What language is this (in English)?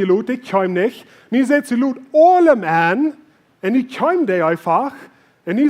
Plautdietsch